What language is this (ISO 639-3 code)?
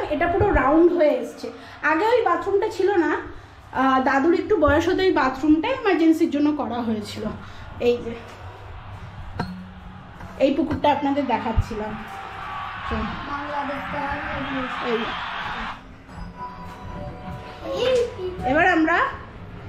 ben